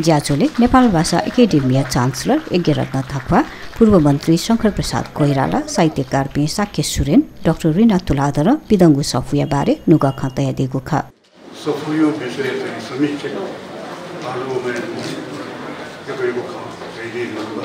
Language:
Newari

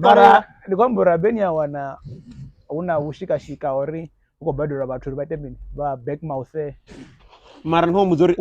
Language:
Venda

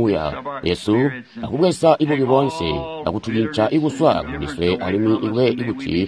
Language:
Tonga (Zambia)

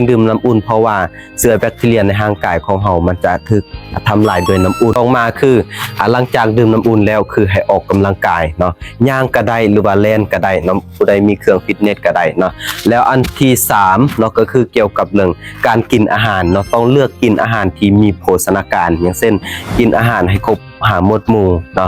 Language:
Lao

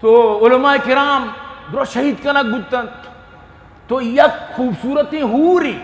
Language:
Eastern Balochi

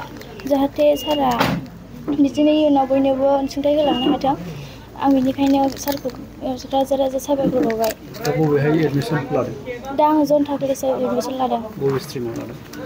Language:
Bodo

